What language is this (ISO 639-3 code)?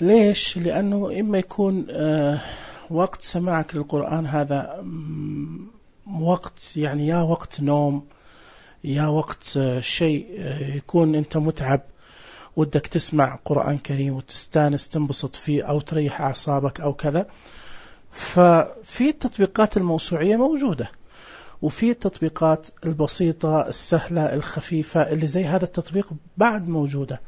ars